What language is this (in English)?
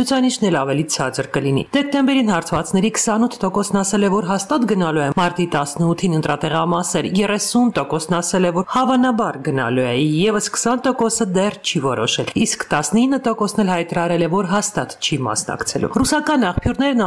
Armenian